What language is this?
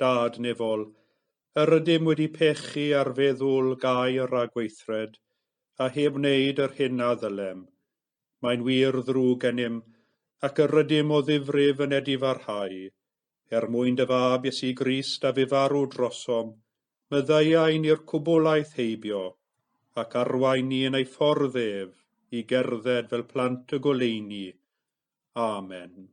Welsh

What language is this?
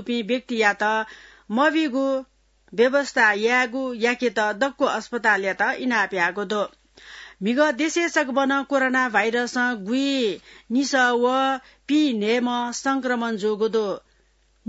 Newari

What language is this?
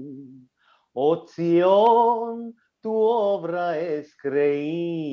Ladino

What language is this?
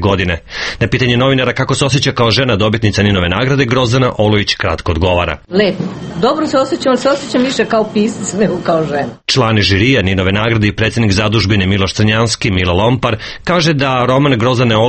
Serbian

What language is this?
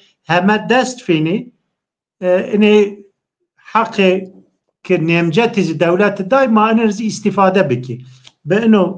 Zaza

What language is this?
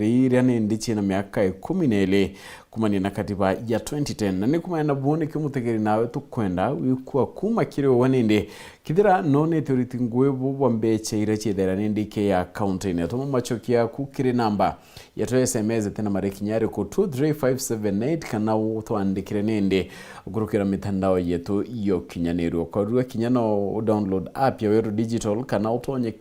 Meru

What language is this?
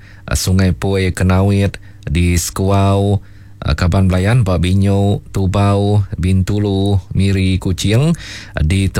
Iban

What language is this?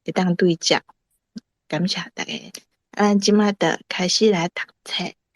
Min Nan Chinese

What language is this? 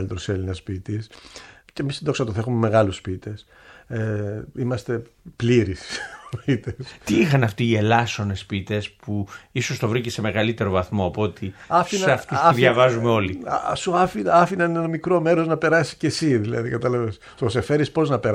Greek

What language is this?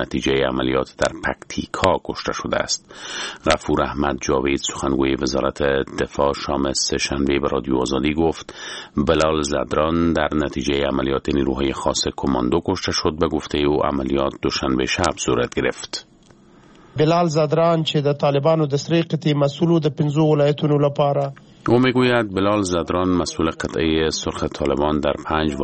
Persian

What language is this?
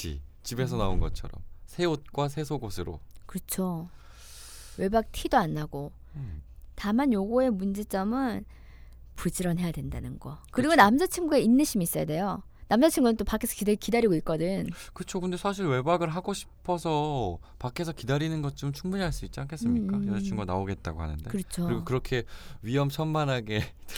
Korean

